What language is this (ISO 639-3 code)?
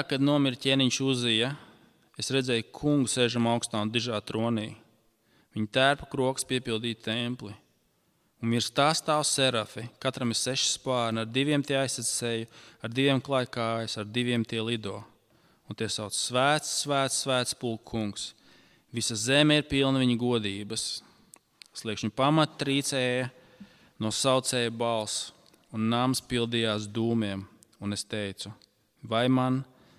lav